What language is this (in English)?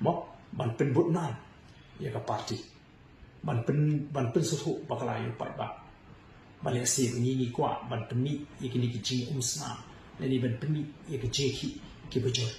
Khasi